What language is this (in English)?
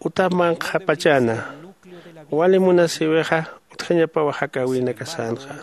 Aymara